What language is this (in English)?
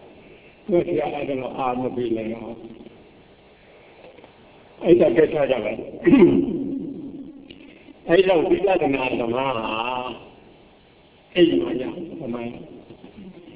Burmese